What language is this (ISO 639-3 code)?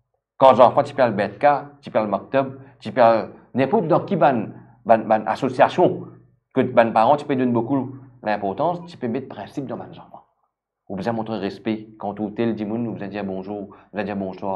mfe